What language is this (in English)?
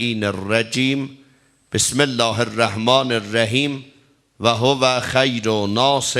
South Azerbaijani